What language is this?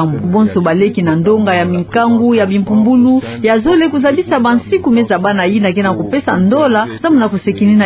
Kituba (Democratic Republic of Congo)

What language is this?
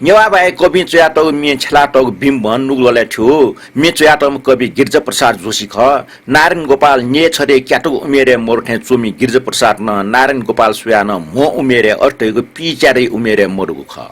Newari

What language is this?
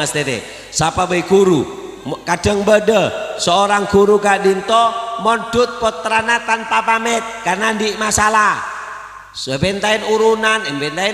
Madurese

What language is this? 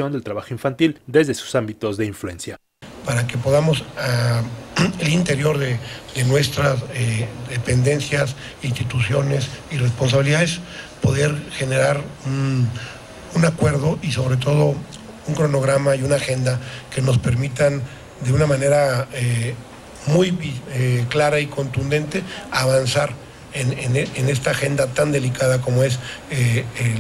Spanish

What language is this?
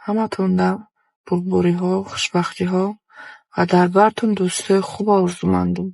Tajik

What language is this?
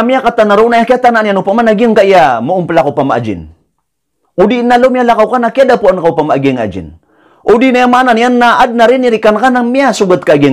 Maranao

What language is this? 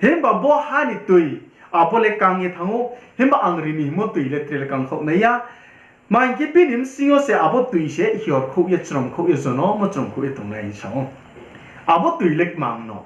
Riang (India)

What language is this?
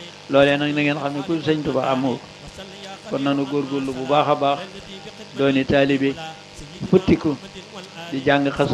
Wolof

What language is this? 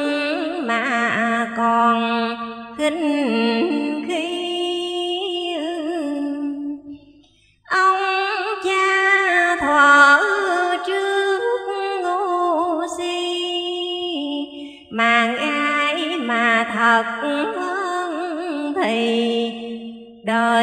Vietnamese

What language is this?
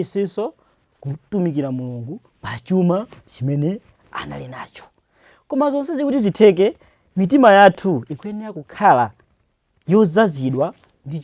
Nyanja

